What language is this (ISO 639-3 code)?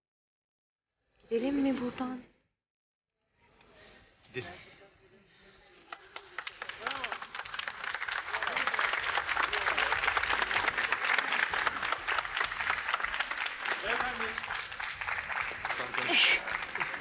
tur